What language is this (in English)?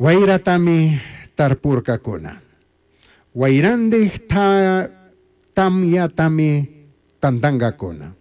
Chimborazo Highland Quichua